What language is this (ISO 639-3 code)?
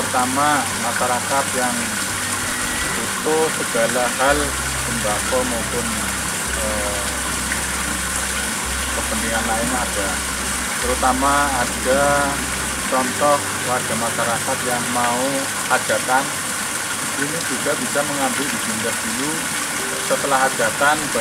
ind